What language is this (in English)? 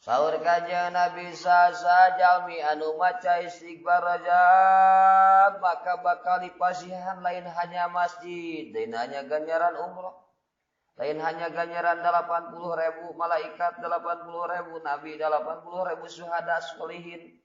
Sundanese